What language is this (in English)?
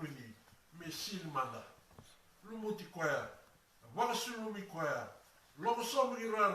Fijian